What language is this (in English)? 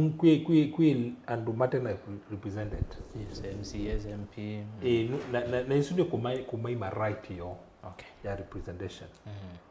Kamba